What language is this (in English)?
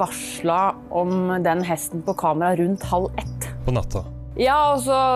Norwegian